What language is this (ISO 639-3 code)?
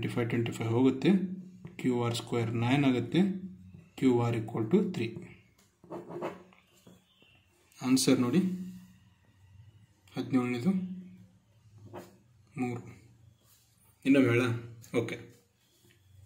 kan